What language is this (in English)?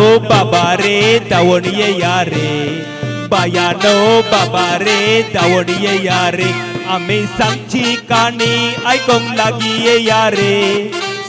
Konkani